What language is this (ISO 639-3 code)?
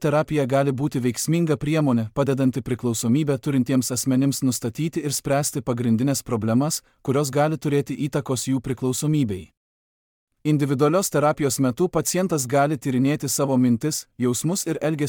lit